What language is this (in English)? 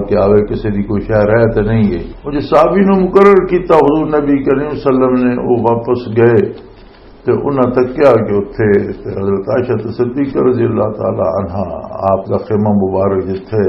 Western Panjabi